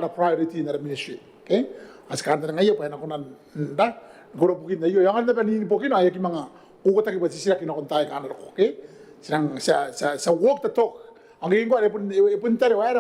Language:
Gilbertese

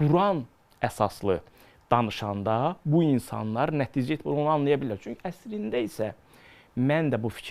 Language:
Azerbaijani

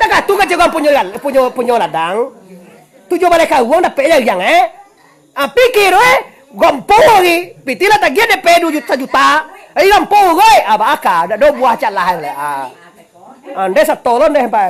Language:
Minangkabau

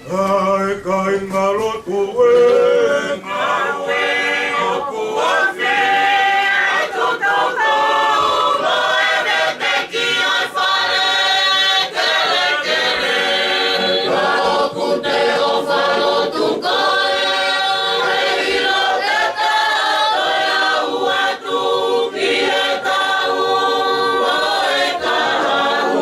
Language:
Tongan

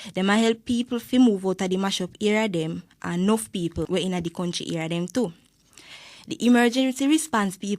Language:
Jamaican Creole English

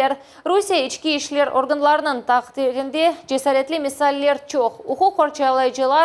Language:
Crimean Tatar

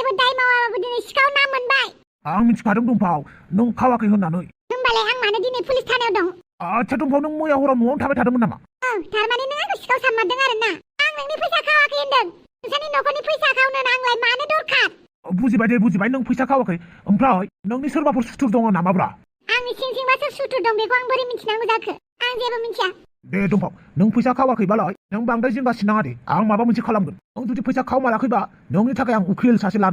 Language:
Bodo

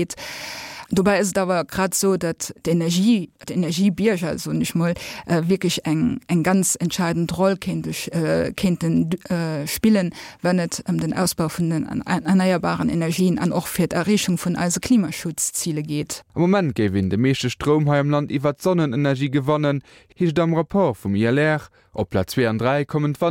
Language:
Luxembourgish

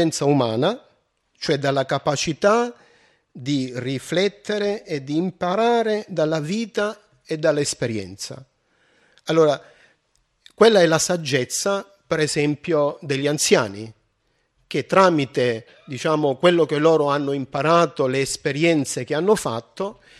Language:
Italian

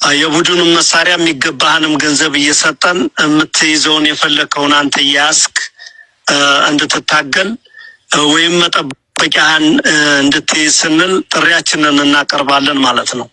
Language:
Amharic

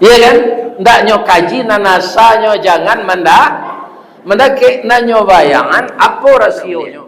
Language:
Minangkabau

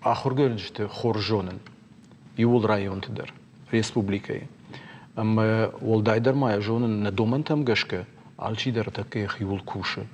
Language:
Ossetic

